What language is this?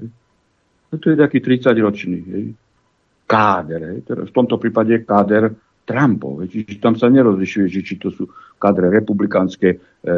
Slovak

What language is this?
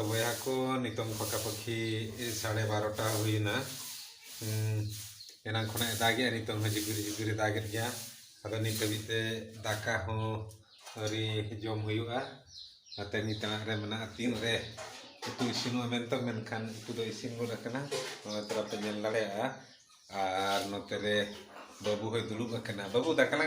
Santali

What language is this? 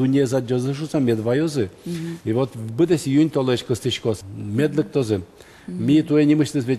Udmurt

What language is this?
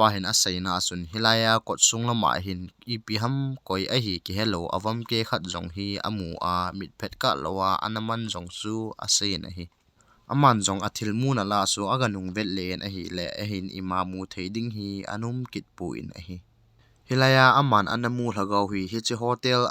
Thado Chin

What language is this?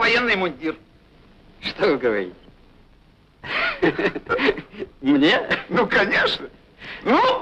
Russian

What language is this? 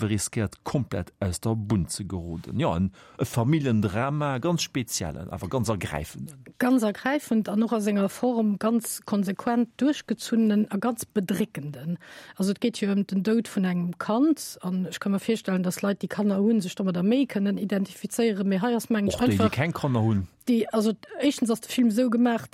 Luxembourgish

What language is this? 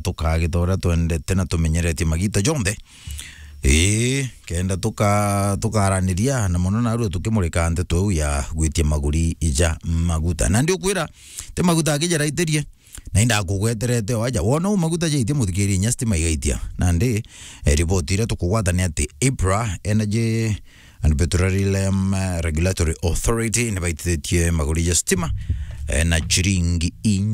Meru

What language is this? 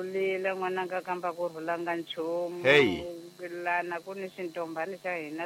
Tsonga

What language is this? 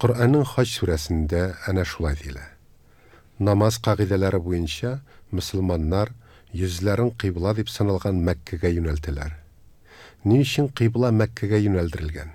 Tatar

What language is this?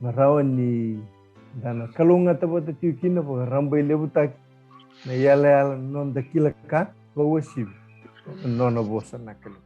Fijian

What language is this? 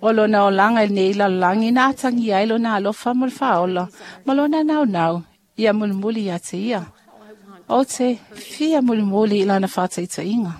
Samoan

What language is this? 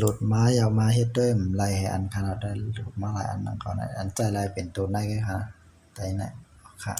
Shan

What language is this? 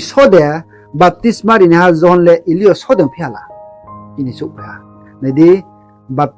Riang (India)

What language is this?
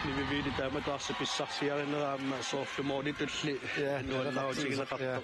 Kalaallisut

